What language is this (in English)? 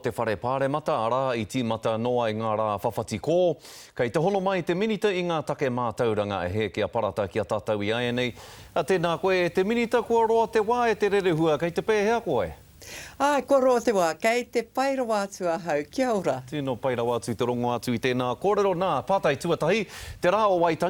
Māori